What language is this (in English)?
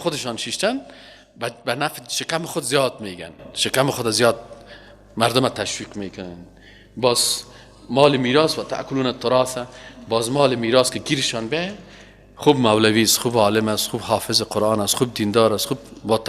Persian